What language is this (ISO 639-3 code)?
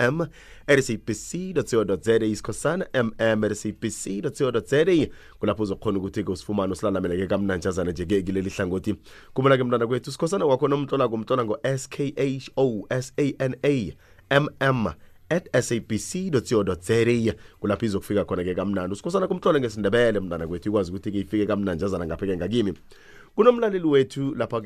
nbl